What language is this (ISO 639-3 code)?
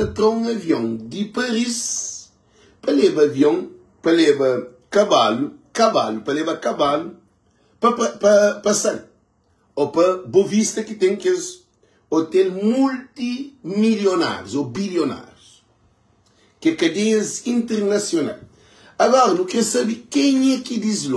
kea